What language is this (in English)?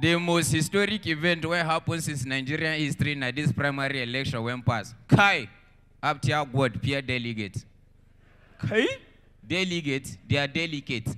Nigerian Pidgin